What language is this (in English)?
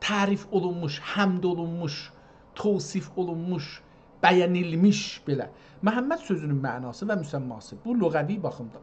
South Azerbaijani